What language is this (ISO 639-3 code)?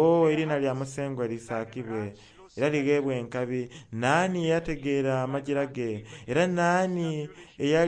xog